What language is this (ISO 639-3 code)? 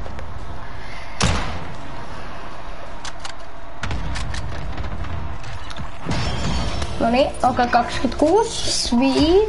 fin